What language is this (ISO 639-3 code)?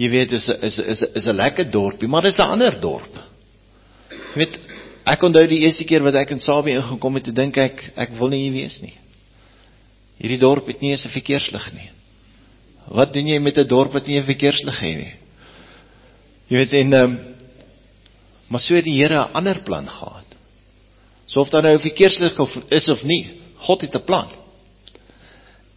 afr